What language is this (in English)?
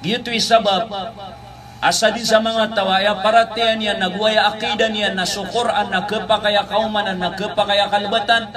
Maranao